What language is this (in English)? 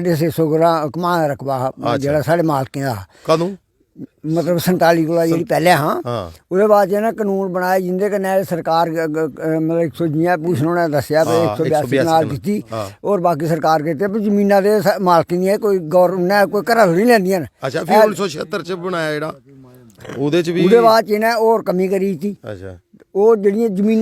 Dogri